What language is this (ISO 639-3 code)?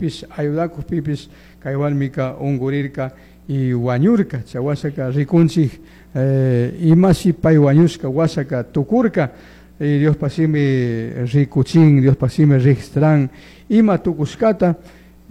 qug